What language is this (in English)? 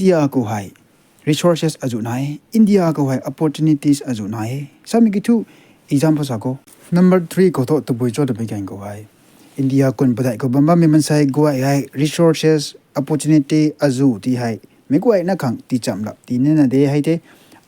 Rongmei Naga